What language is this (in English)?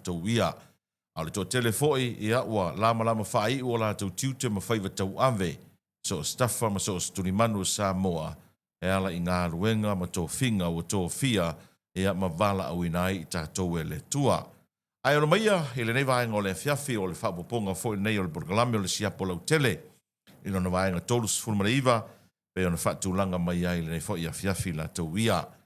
Samoan